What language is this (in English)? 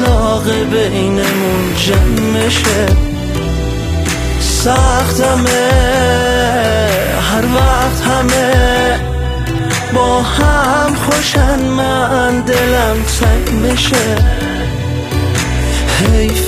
Persian